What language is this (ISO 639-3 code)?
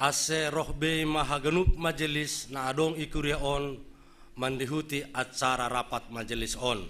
bts